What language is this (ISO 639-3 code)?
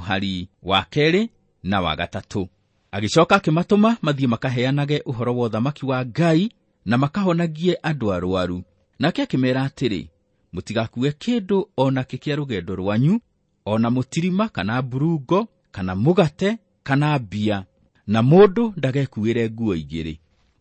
kik